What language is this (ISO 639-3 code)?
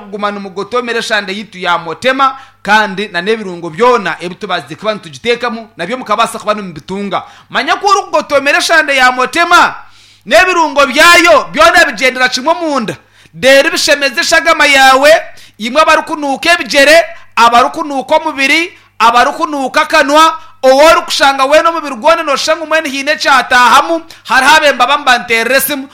nyn